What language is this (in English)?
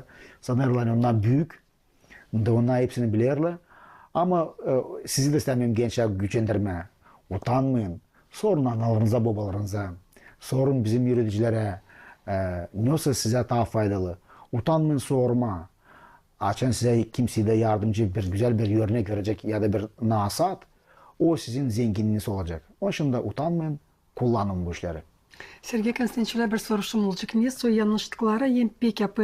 Gagauz